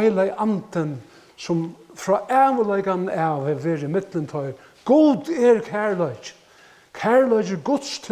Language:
Faroese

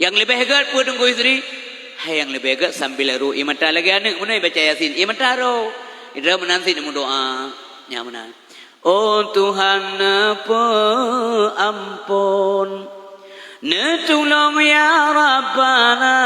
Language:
Achinese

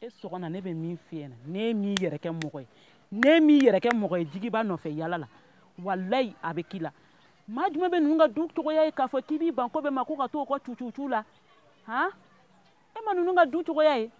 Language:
Bambara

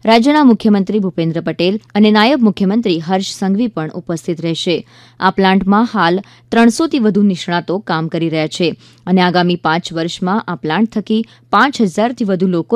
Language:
Gujarati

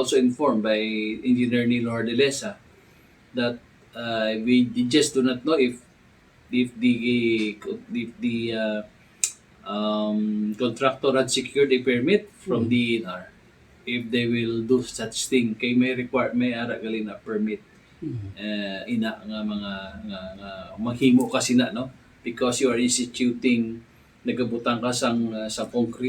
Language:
Hiligaynon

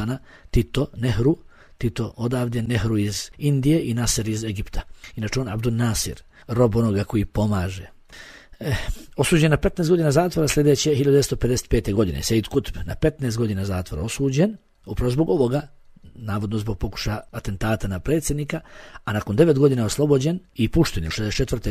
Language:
Bosnian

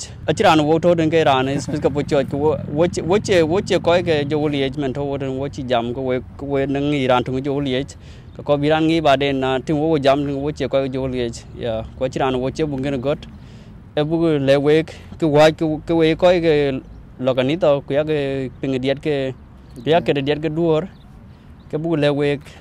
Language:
Dinka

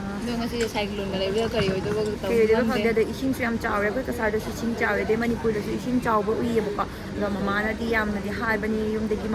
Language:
Manipuri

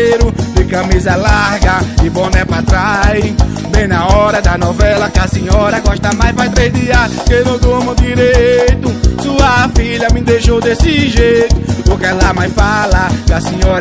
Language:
Portuguese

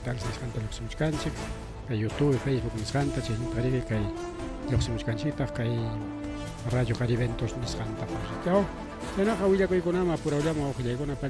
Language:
Ayacucho Quechua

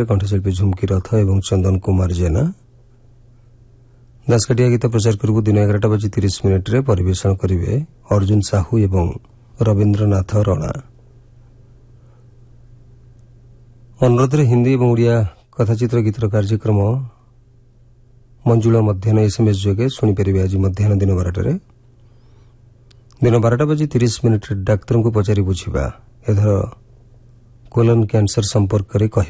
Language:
Odia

